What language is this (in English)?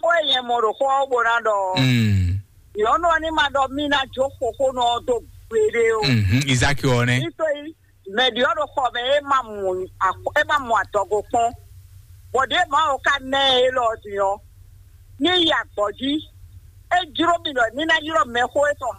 Fon